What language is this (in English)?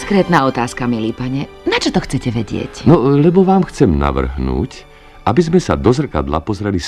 Slovak